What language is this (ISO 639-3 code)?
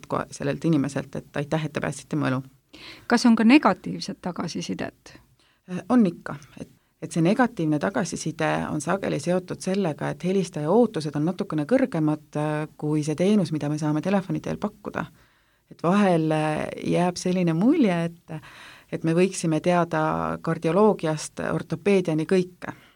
est